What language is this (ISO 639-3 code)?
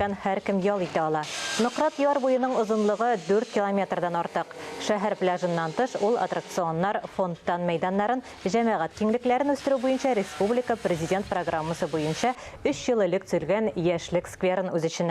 tat